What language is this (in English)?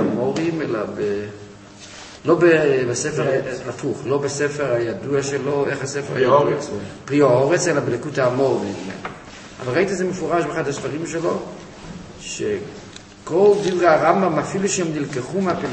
Hebrew